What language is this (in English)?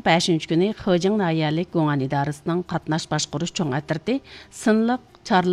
Uyghur